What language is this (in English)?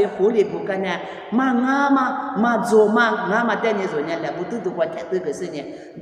Lisu